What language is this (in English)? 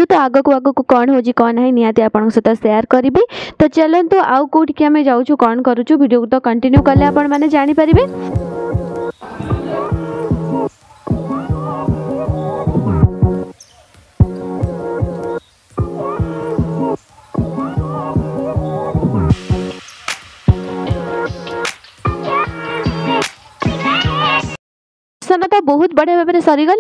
Odia